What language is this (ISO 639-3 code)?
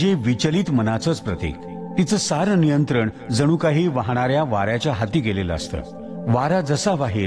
mar